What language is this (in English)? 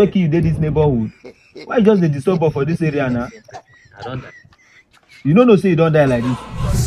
Nigerian Pidgin